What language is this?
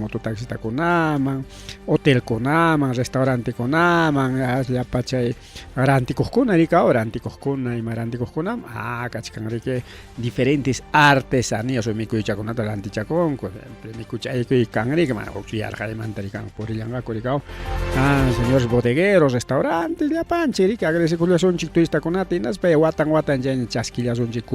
Ayacucho Quechua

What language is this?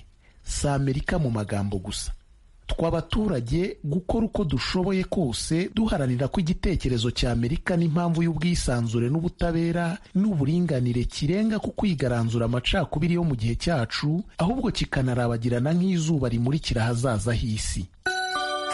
Kinyarwanda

